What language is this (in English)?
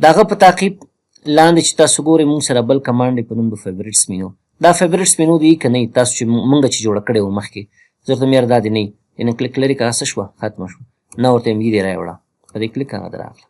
Pashto